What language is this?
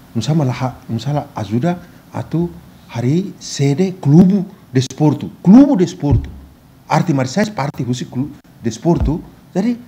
Tetum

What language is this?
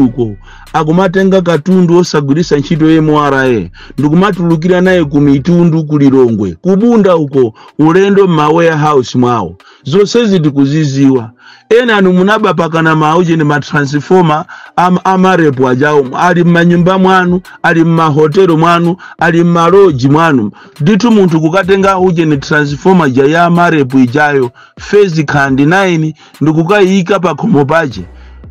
Nyanja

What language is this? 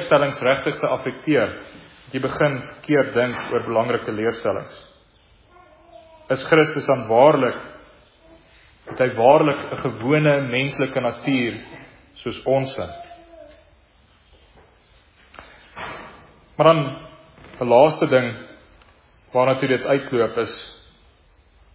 Afrikaans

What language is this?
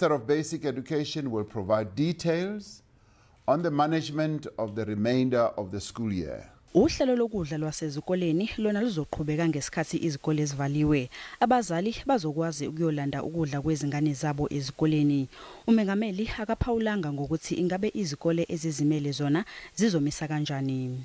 Zulu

